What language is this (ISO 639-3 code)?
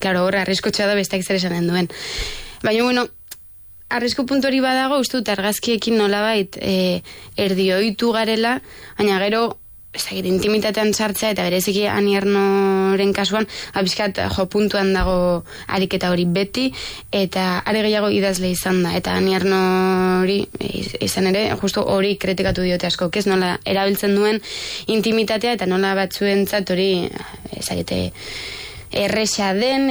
eus